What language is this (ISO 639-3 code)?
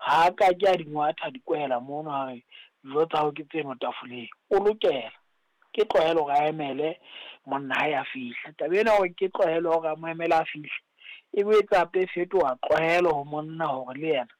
sot